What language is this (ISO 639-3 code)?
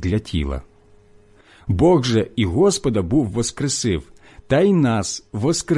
ukr